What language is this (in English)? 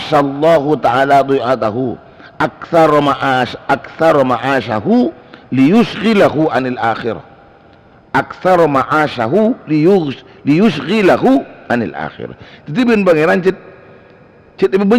Madurese